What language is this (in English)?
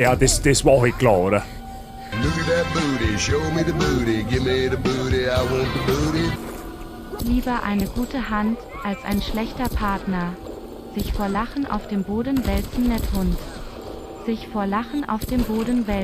Bavarian